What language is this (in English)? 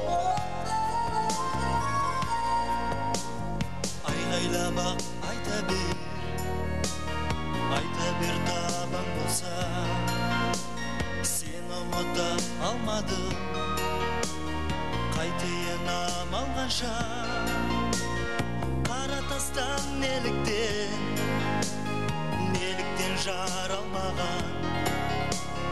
Kazakh